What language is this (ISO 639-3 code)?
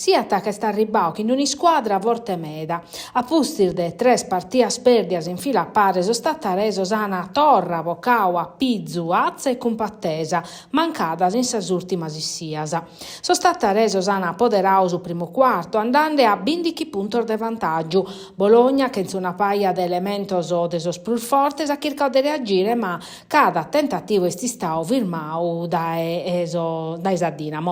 srd